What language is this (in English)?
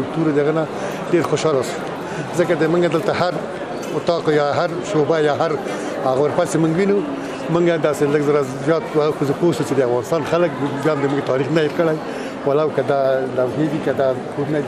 Pashto